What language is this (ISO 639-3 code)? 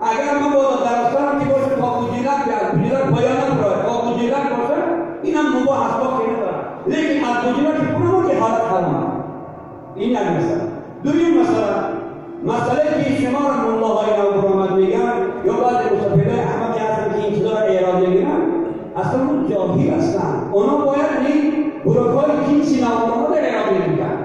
tgk